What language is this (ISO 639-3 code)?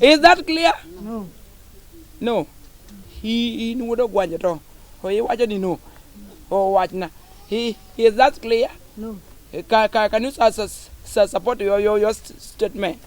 luo